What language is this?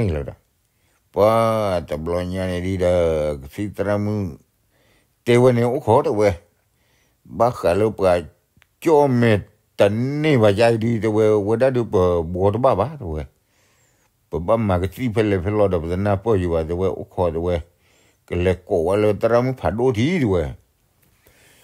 S'gaw Karen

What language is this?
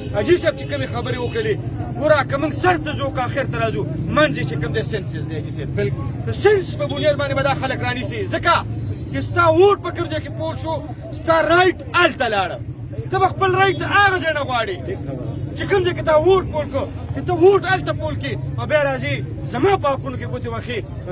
Pashto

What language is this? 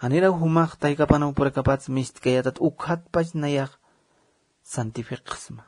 Aymara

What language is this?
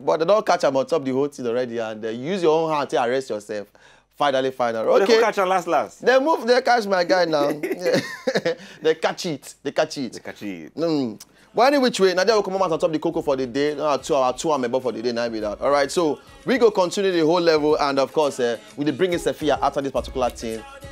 Nigerian Pidgin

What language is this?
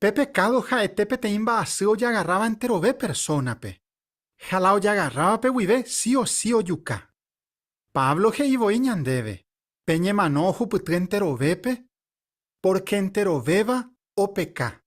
Guarani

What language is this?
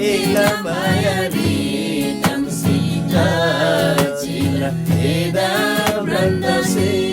Eastern Tamang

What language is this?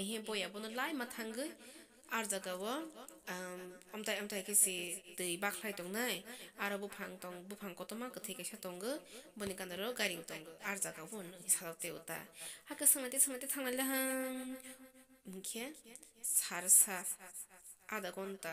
Kok Borok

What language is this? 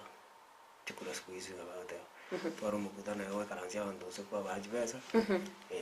Gusii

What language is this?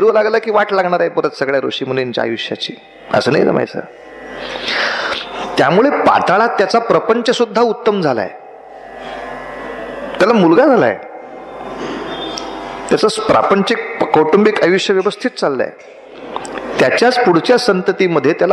Marathi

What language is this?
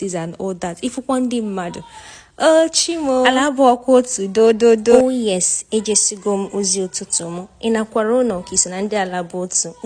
Igbo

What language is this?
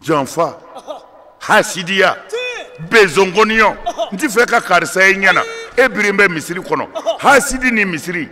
Bambara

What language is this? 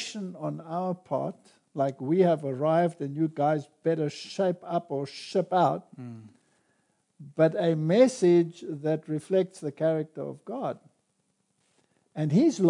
English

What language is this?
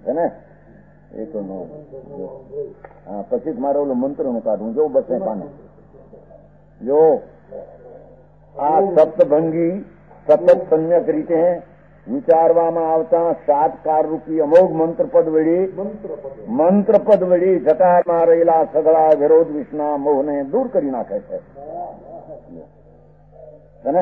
Gujarati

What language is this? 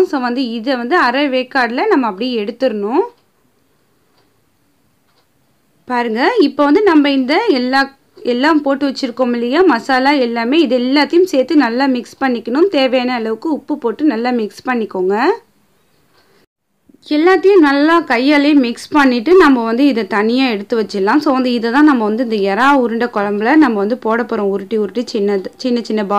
Tamil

